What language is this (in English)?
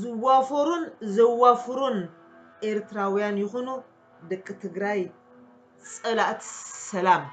Tigrinya